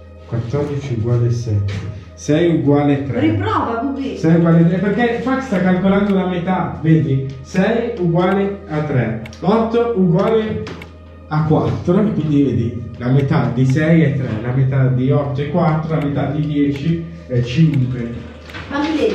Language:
Italian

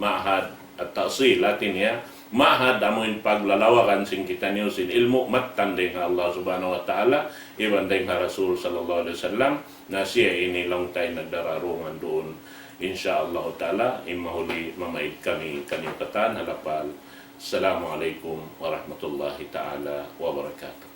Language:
Tausug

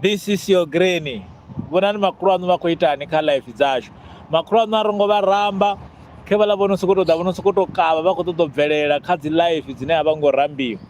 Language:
Venda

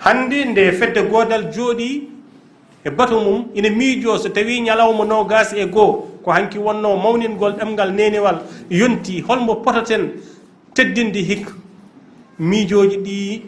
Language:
Fula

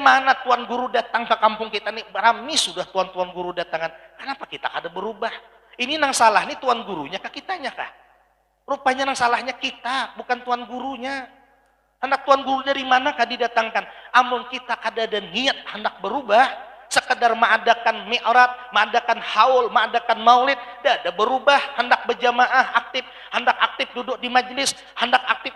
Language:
Banjar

